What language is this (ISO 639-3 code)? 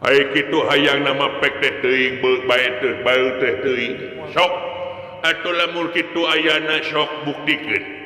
sun